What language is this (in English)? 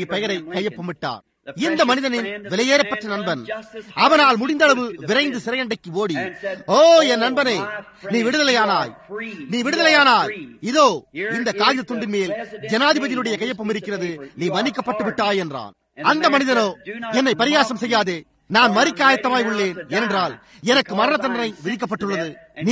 Tamil